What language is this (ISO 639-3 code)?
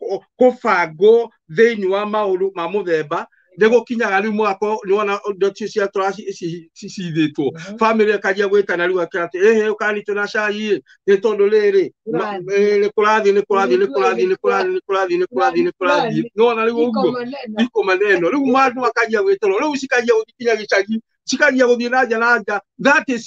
kik